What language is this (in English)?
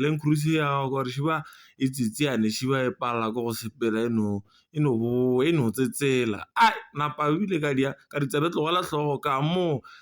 Northern Sotho